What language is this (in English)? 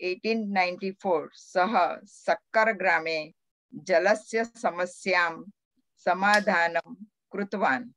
Sanskrit